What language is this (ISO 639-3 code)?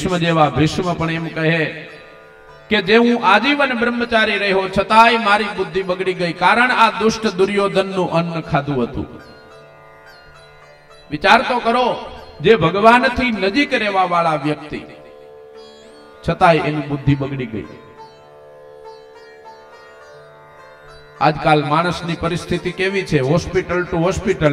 guj